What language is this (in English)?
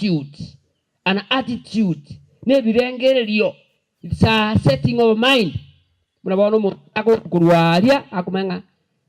Gusii